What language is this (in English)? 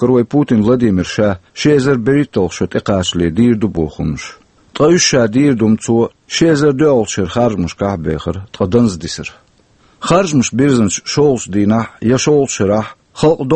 Chechen